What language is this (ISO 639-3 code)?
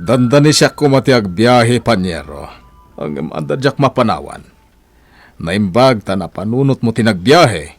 ilo